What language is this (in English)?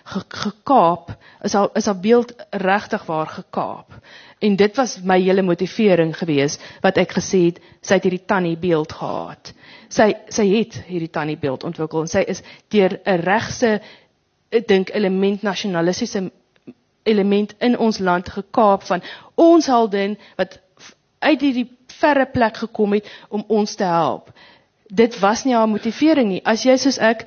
Afrikaans